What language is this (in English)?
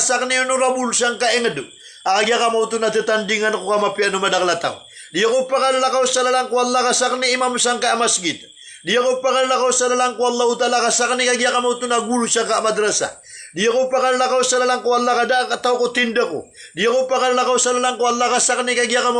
Maranao